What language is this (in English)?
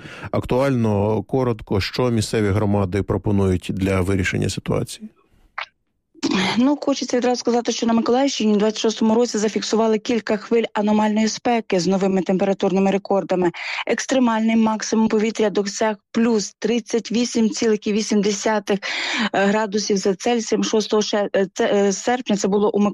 Ukrainian